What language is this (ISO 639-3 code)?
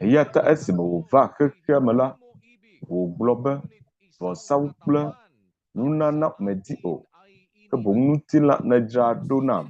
ewe